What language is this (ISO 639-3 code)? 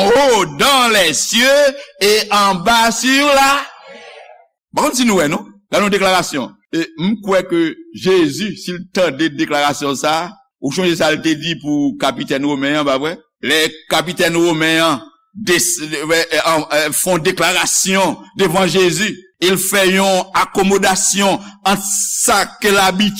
hat